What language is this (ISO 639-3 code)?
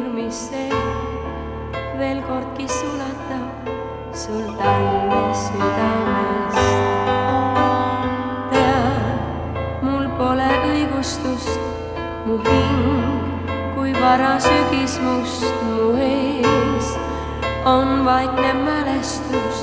est